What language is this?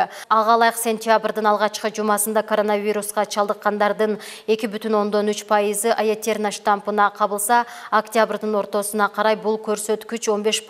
Kyrgyz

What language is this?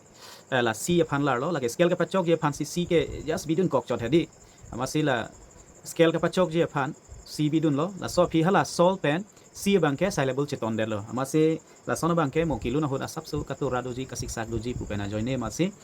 Karbi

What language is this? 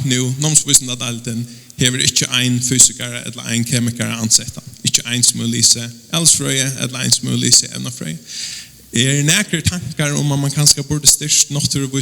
Faroese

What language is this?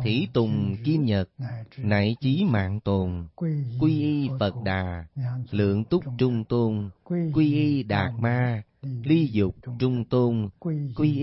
Vietnamese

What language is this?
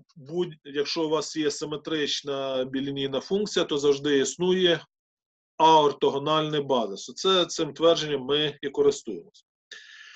Ukrainian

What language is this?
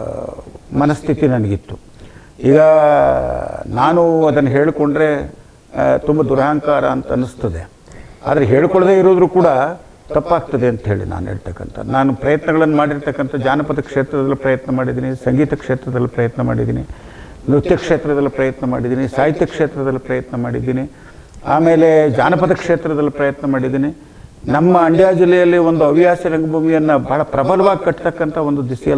Kannada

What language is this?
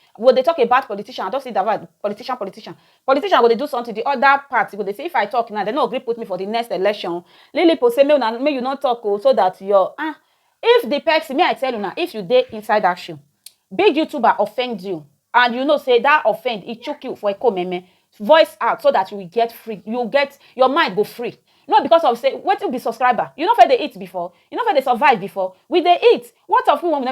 Nigerian Pidgin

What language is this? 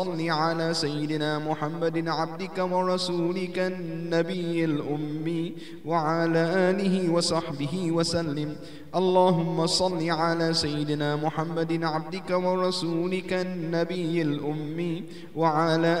Arabic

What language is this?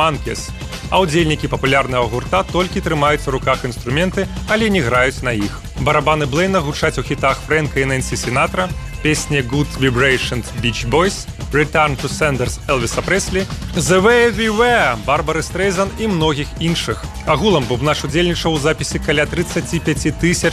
Belarusian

